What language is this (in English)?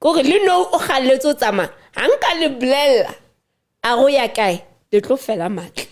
Southern Sotho